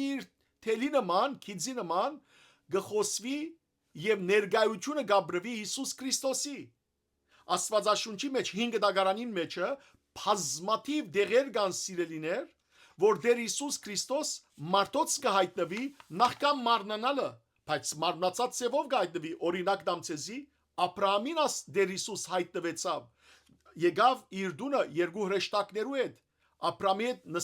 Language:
Western Armenian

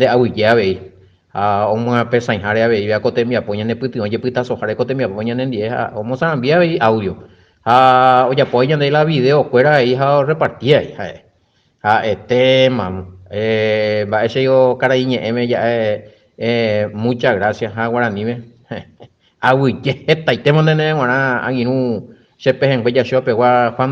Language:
Guarani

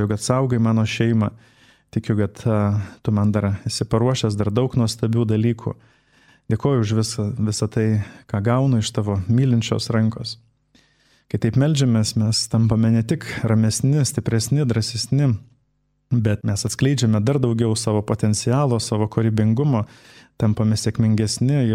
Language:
Lithuanian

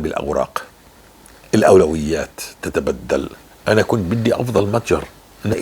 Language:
North Levantine Arabic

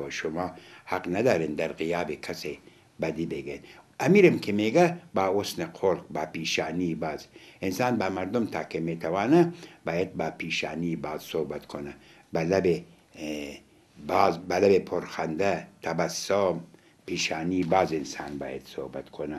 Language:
Persian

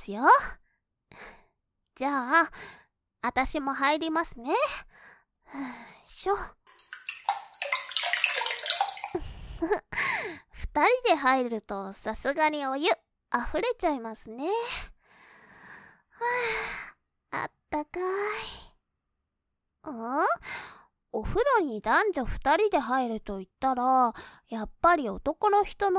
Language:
Japanese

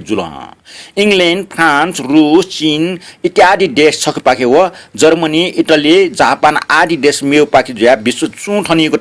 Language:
Newari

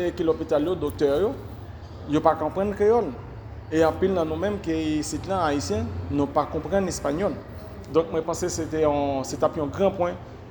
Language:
Haitian Creole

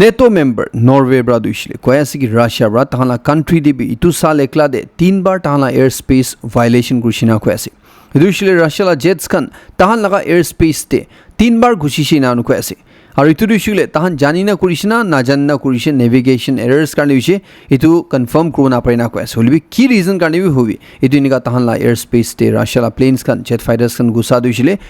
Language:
Naga Pidgin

